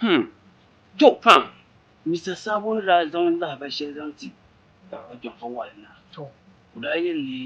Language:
Dagbani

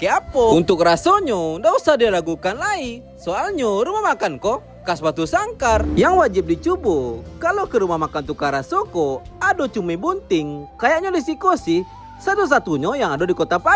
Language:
Minangkabau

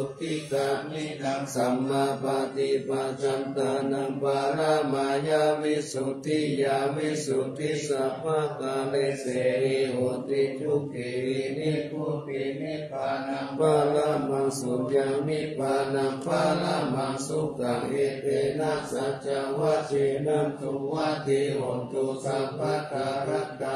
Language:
Pali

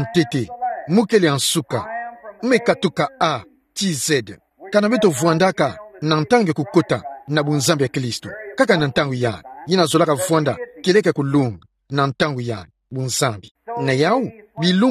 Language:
Kituba (Democratic Republic of Congo)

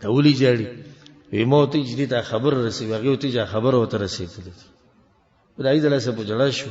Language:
Pashto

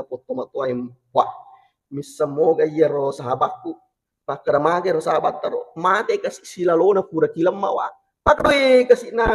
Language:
Buginese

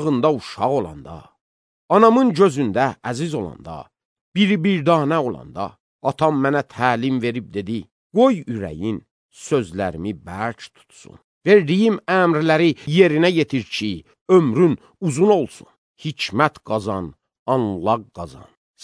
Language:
Azerbaijani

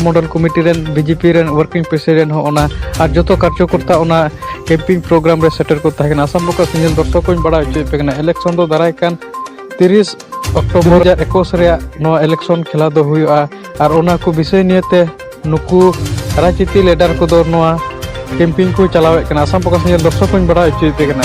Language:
Santali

